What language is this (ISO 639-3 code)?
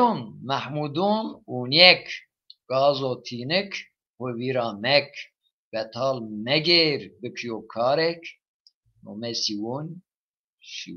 zza